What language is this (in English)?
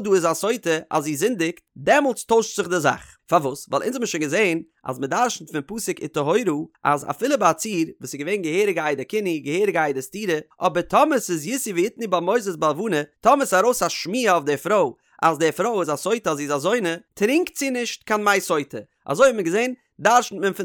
Yiddish